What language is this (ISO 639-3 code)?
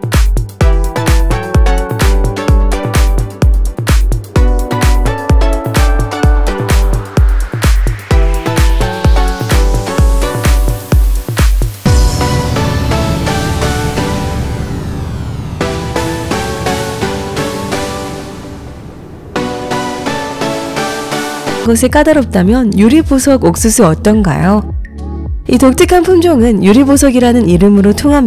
kor